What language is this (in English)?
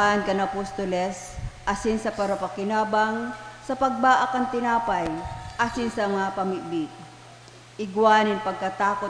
Bikol